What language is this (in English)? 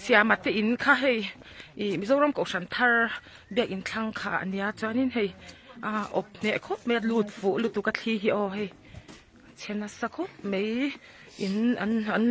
Mizo